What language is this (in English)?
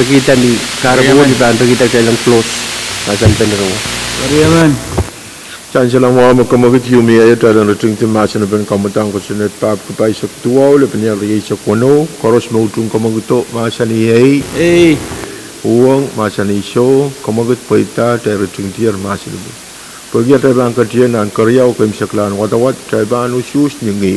Pohnpeian